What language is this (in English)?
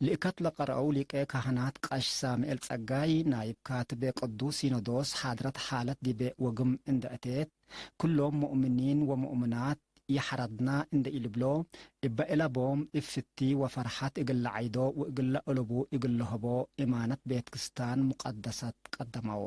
Tigre